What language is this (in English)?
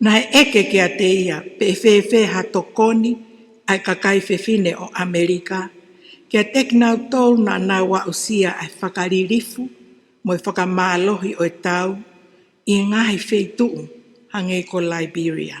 Tongan